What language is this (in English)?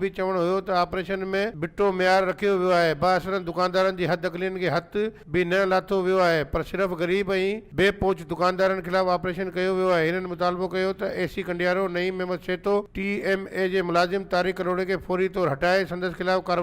Sindhi